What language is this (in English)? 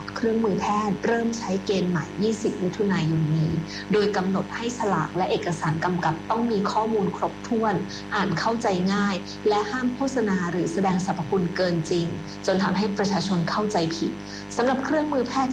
Thai